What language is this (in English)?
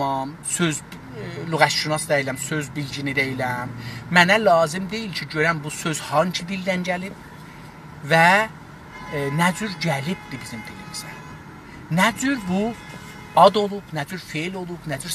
South Azerbaijani